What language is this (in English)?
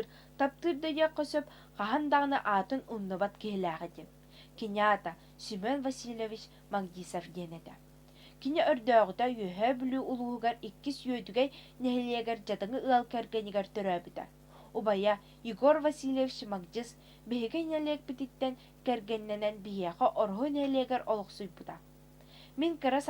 Yakut